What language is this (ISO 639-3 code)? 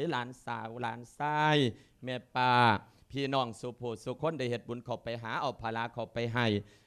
lao